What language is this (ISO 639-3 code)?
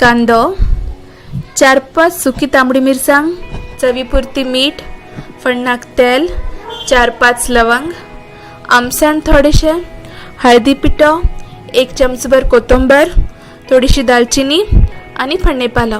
kok